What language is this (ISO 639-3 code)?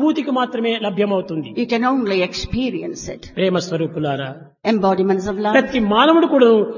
tel